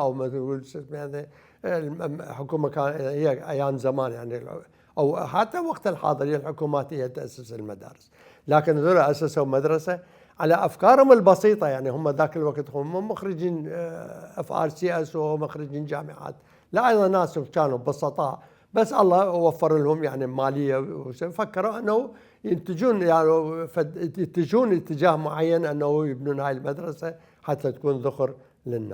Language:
Mesopotamian Arabic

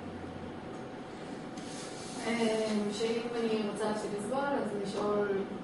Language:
Hebrew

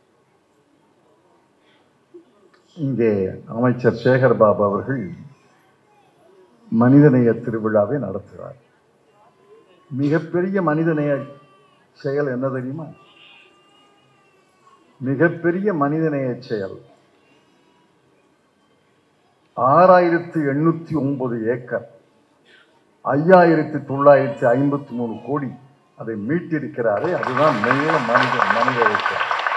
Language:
Tamil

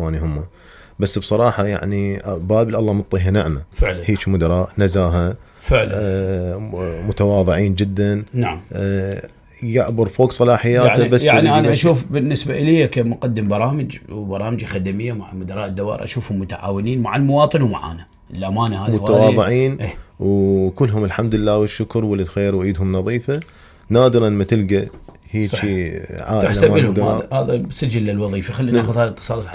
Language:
Mesopotamian Arabic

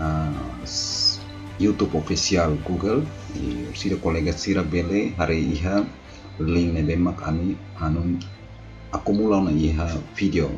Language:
Tetum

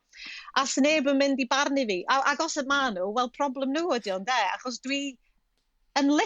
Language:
Welsh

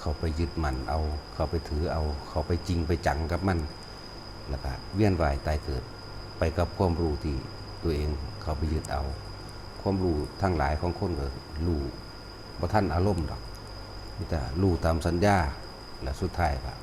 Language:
Lao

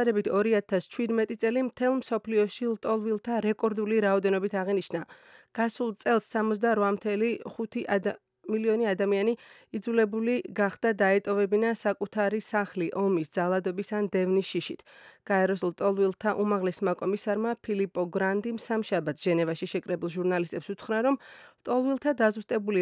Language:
Georgian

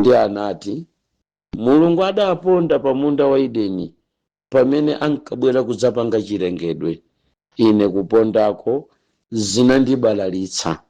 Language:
Nyanja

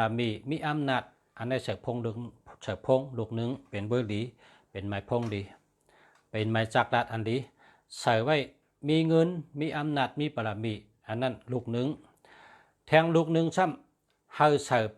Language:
Shan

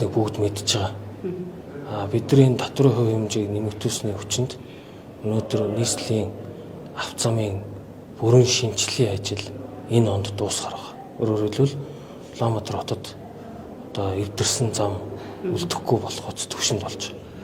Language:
Mongolian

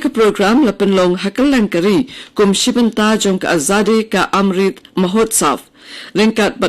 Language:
Khasi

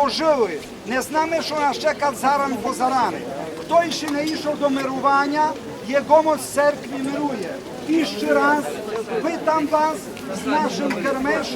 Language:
Rusyn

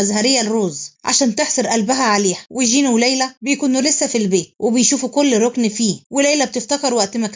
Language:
Egyptian Arabic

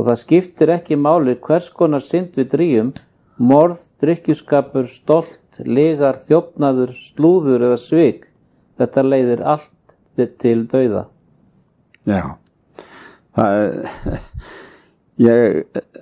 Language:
Icelandic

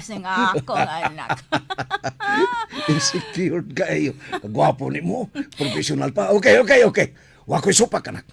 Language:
Cebuano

